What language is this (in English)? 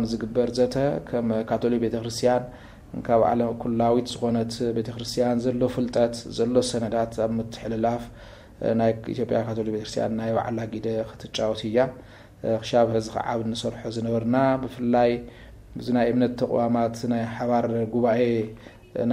Tigrinya